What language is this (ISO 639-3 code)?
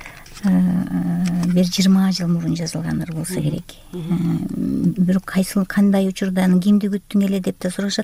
kir